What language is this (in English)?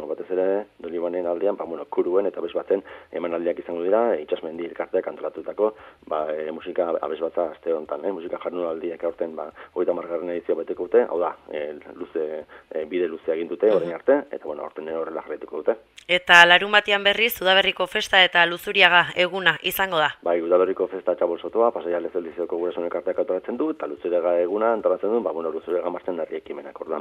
Basque